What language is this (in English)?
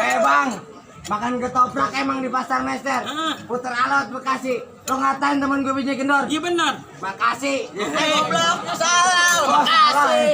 Betawi